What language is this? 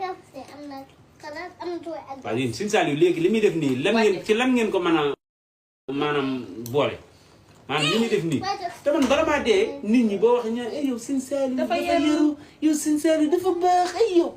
Wolof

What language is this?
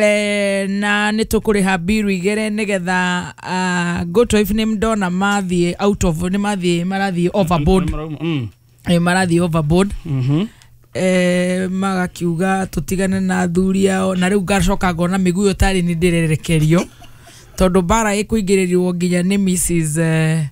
Kikuyu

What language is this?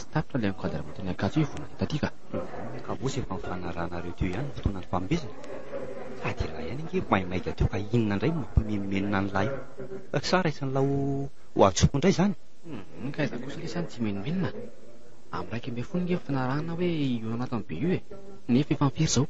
Malagasy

